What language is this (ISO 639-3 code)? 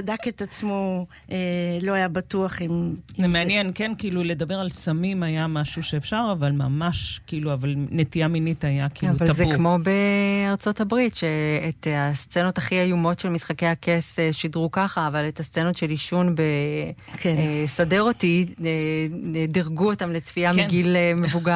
heb